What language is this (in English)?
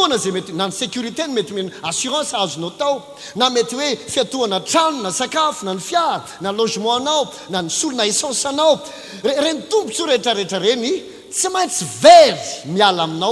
Malagasy